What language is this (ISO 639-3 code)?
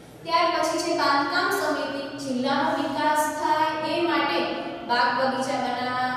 guj